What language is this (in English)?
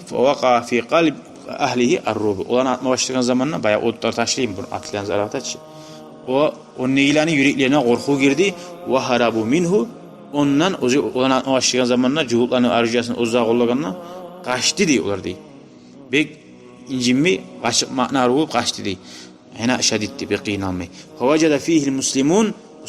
Kumyk